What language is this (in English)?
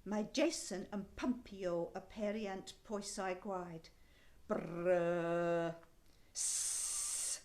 Welsh